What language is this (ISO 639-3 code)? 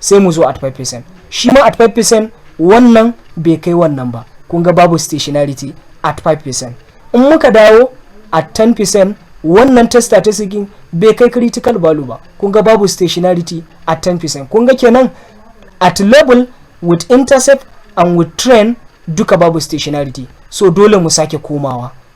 hau